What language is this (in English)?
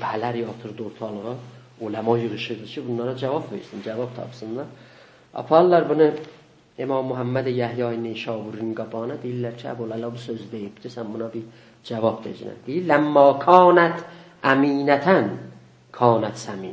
South Azerbaijani